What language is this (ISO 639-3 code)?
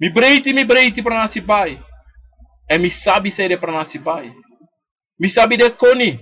srn